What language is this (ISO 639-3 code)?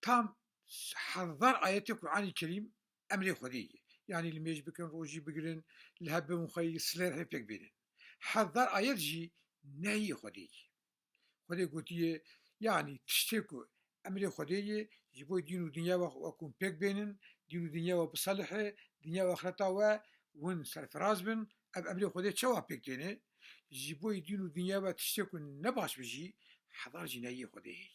kur